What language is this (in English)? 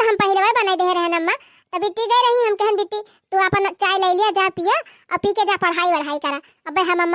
Awadhi